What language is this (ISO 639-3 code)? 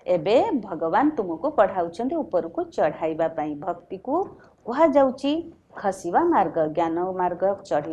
ori